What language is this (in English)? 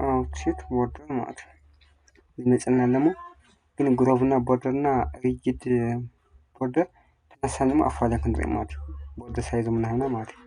Tigrinya